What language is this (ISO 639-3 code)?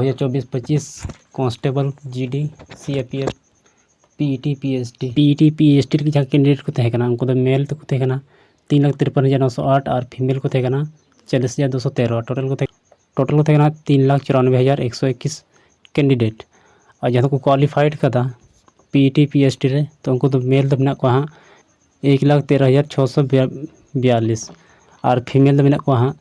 sat